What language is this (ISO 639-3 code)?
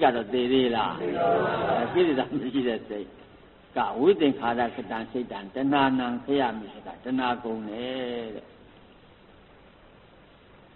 mya